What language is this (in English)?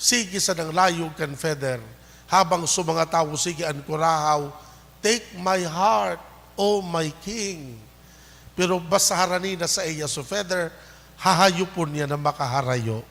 Bikol